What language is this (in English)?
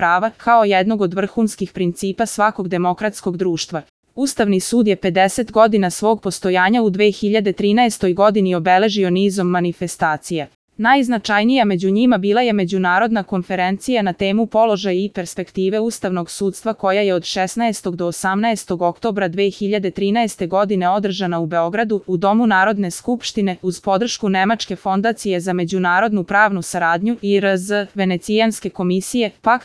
Serbian